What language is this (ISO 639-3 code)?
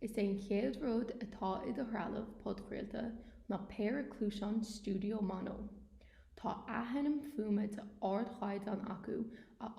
gle